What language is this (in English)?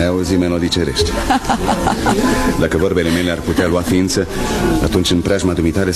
Romanian